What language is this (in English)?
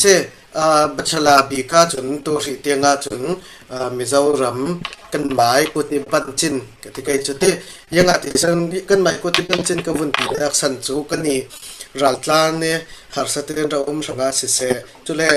Falam Chin